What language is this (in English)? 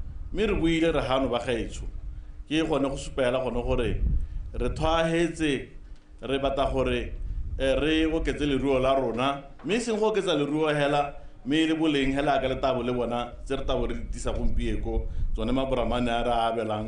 Tswana